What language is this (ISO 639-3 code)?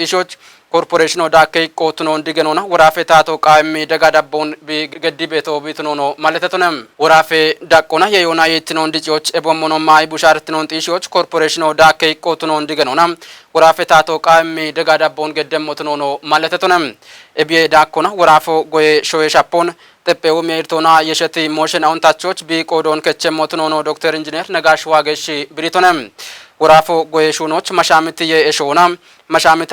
kbr